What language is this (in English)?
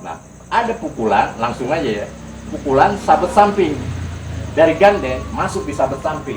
Betawi